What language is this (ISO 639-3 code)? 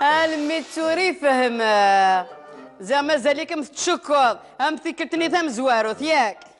kab